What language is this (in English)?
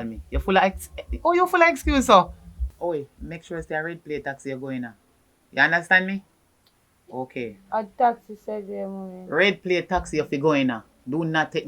Jamaican Creole English